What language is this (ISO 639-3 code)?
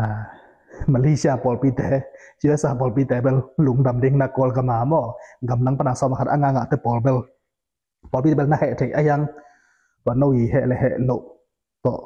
ctd